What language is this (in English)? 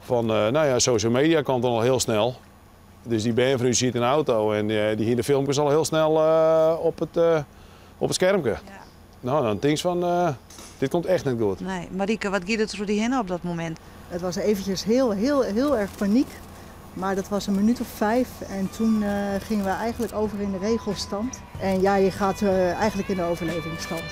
Western Frisian